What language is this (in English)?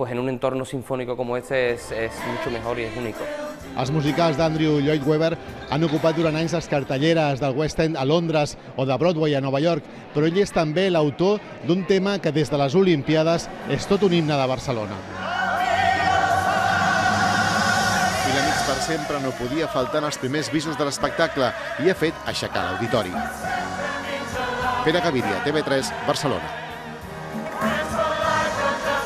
Catalan